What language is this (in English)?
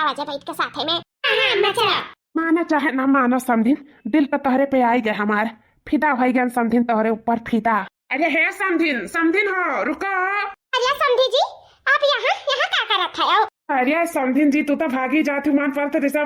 Awadhi